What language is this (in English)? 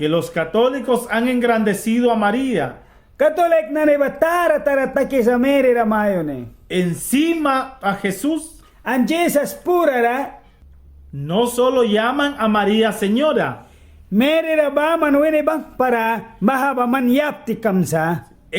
Mískito